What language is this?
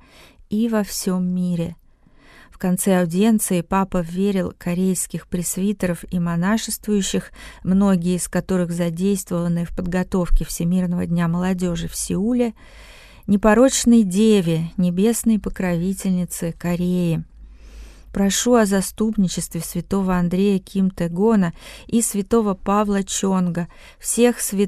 Russian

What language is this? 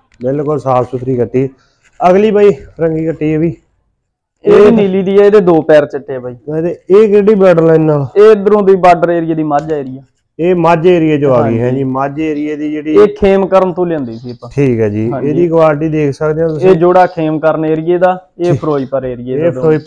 Punjabi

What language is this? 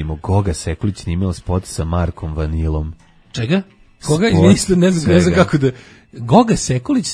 Serbian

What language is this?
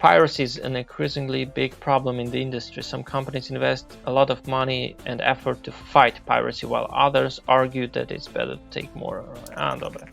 Rusyn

